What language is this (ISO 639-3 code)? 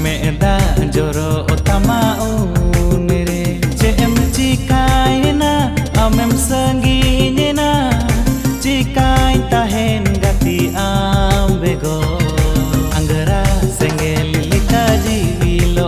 sat